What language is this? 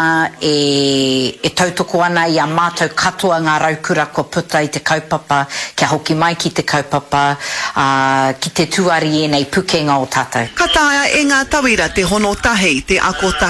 Māori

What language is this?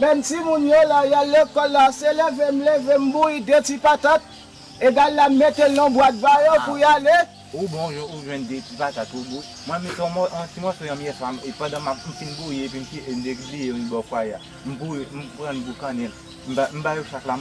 Haitian Creole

